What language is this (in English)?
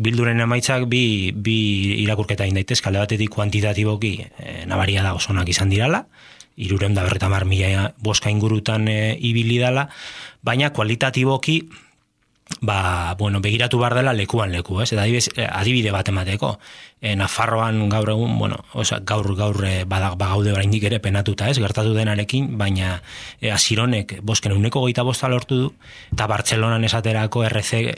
Basque